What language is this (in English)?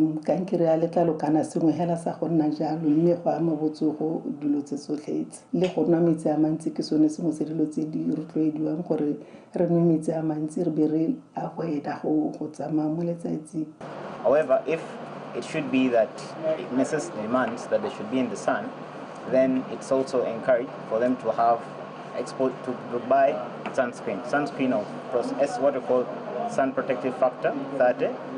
Tswana